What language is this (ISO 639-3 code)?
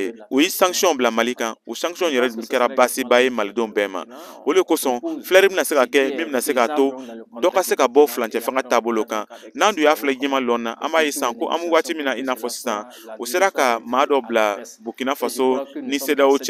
bam